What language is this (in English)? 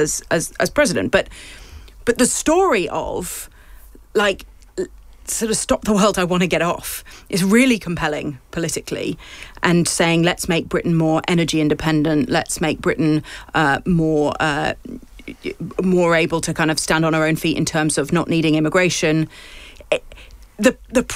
English